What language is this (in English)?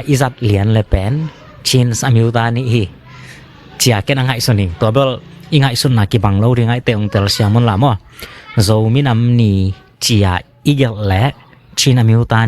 Tedim Chin